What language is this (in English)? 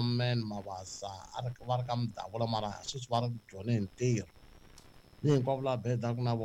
Tsonga